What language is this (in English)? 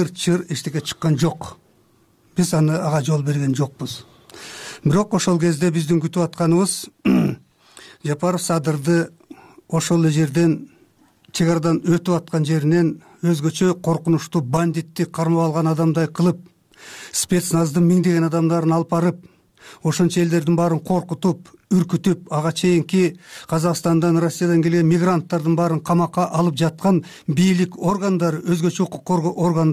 Kyrgyz